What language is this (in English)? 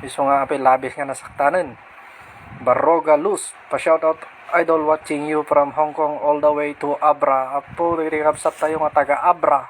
Iloko